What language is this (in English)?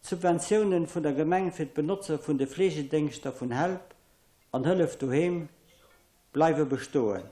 Luxembourgish